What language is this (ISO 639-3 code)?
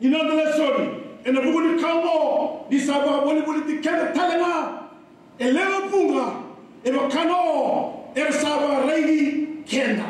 fij